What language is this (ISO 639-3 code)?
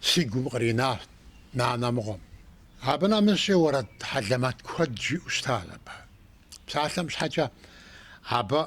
kbd